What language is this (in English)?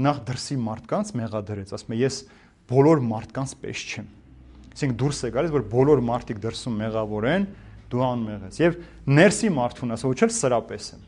Armenian